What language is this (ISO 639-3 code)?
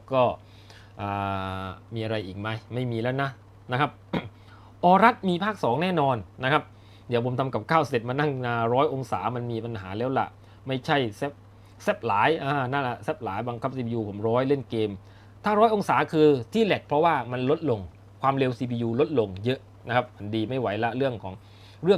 tha